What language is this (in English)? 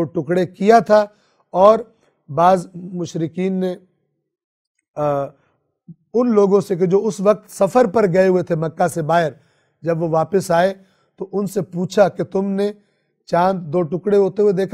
Urdu